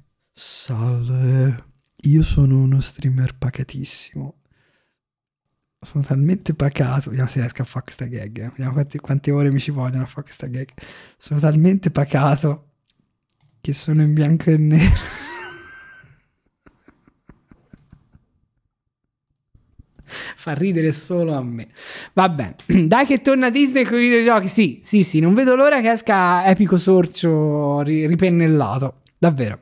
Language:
Italian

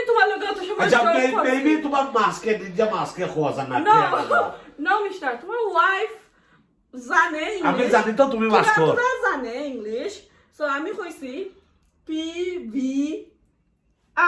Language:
Sylheti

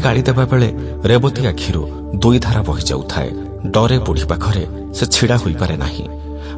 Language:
Odia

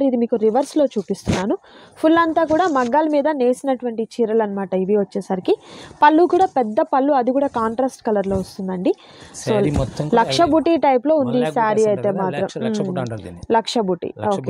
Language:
Telugu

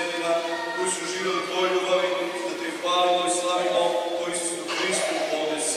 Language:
Croatian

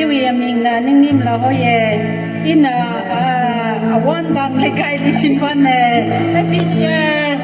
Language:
Tangkhul Naga (India)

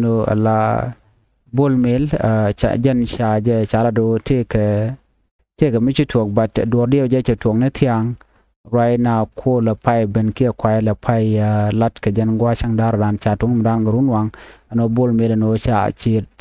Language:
Nuer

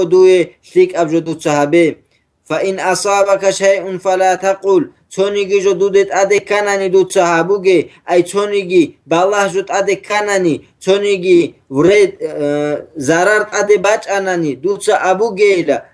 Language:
Avaric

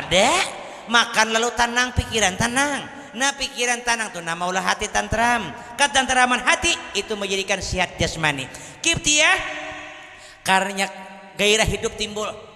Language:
Banjar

